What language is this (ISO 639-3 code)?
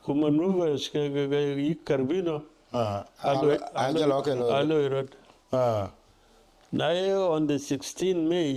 din